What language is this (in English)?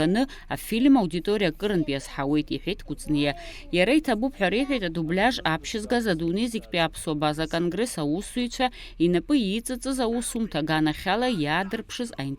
Abkhazian